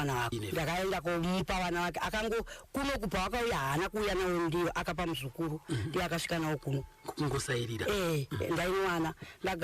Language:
Shona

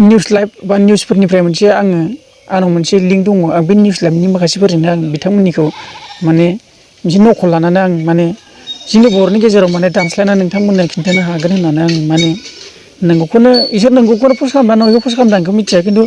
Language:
Bodo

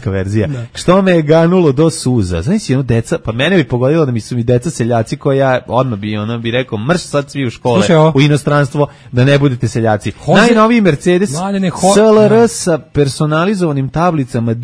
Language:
Serbian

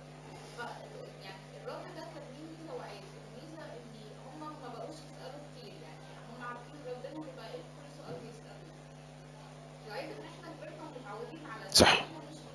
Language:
Egyptian Arabic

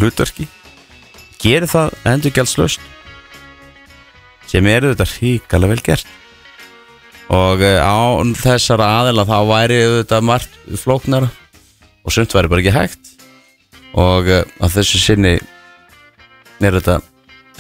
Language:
Icelandic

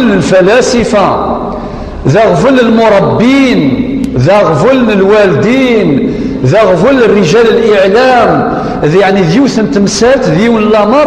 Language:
Kabyle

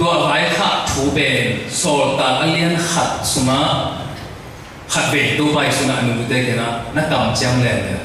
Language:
Tedim Chin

